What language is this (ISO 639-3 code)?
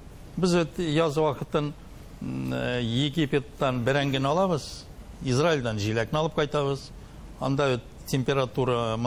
tat